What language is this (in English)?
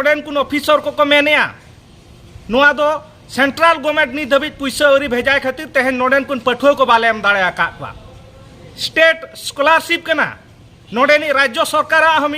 Santali